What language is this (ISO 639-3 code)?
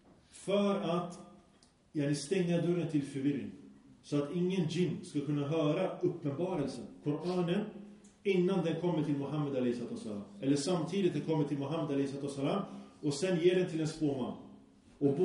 swe